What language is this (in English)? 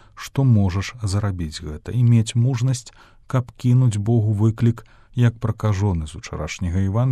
Belarusian